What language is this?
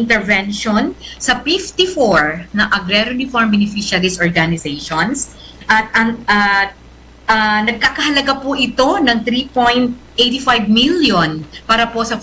Bikol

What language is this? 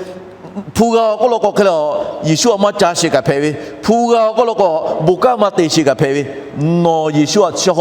Lahu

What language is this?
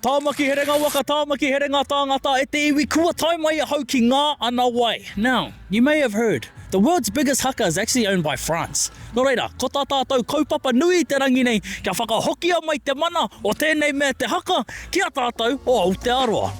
Māori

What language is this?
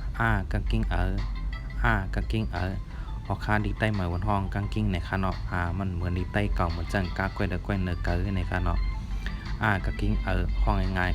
Shan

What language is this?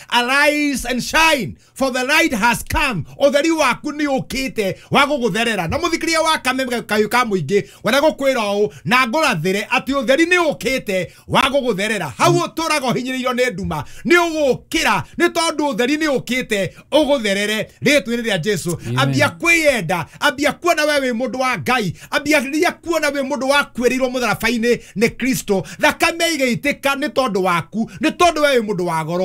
Kikuyu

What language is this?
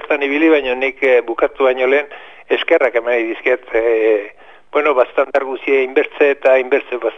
Basque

